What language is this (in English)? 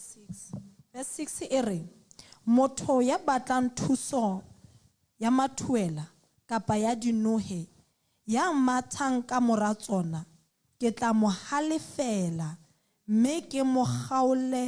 Southern Sotho